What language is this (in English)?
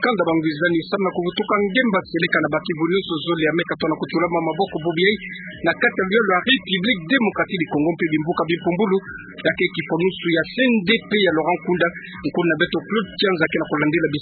Kituba (Democratic Republic of Congo)